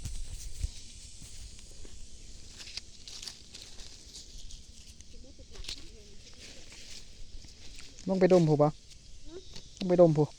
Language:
Lao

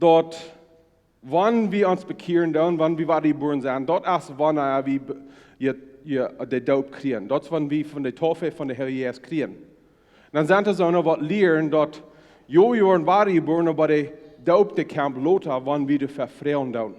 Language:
Plautdietsch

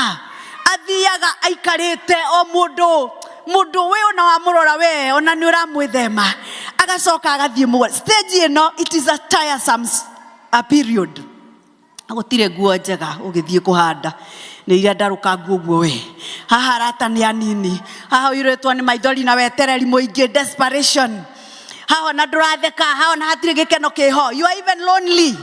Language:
Kikuyu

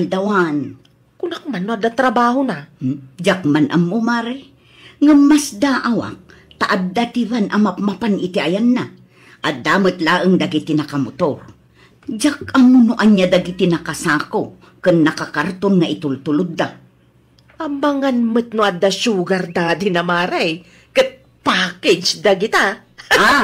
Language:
Iloko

